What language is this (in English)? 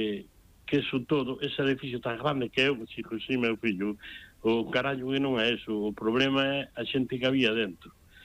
Galician